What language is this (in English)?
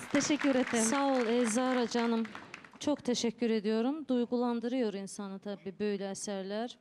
Crimean Tatar